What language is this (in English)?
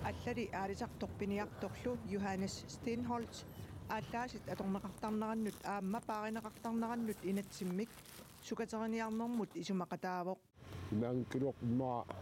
Kalaallisut